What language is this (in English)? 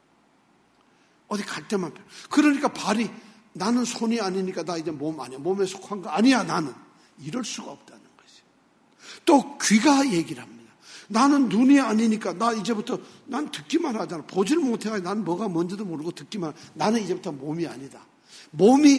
Korean